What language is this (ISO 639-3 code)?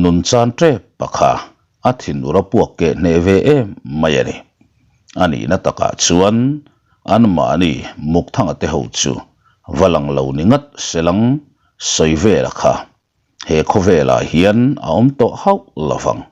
lus